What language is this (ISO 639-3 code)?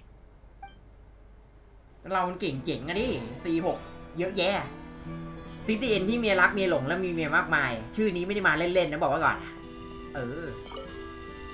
tha